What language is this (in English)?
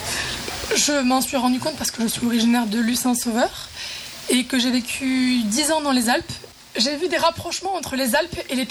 French